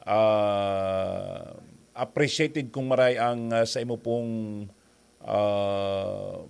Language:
Bikol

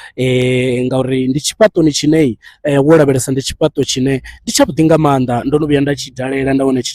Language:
Venda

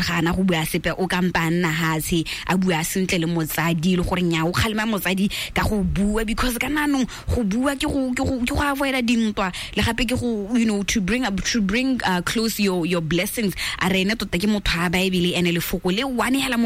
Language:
Tswana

